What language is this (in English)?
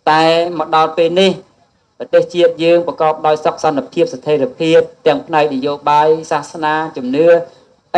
Khmer